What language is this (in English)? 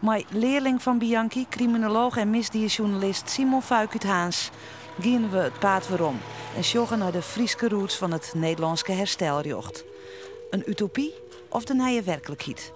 Western Frisian